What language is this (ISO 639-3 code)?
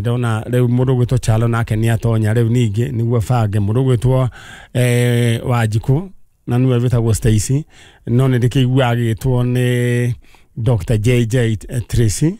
kik